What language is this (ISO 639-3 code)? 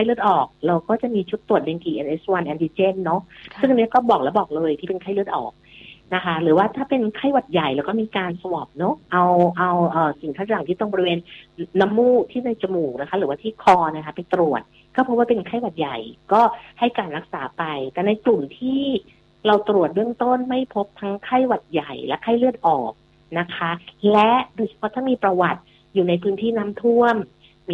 tha